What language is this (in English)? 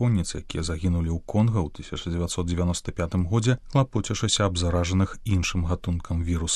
Belarusian